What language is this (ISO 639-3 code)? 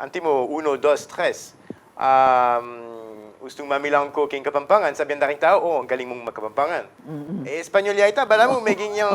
pam